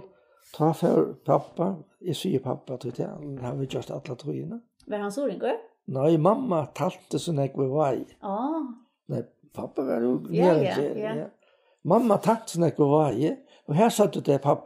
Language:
Faroese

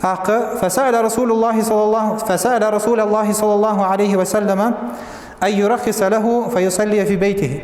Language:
Ingush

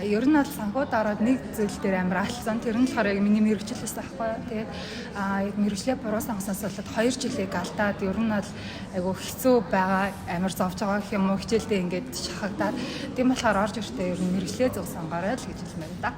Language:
Mongolian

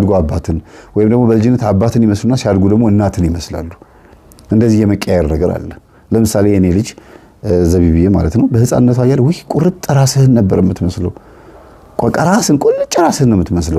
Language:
Amharic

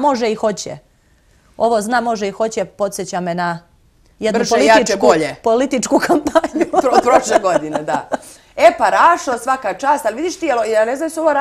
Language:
Serbian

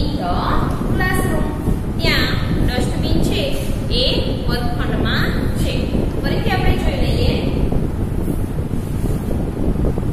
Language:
Gujarati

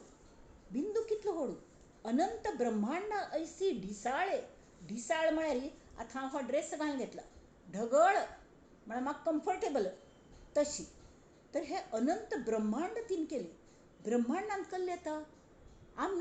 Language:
Konkani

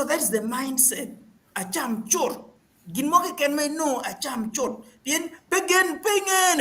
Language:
Acoli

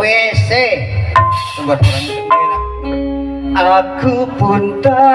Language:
Betawi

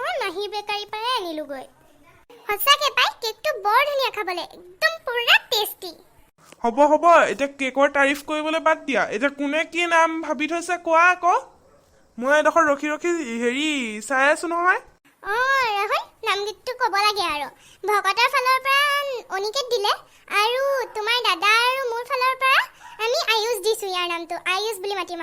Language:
Assamese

